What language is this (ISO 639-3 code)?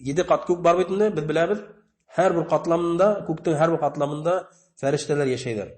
bak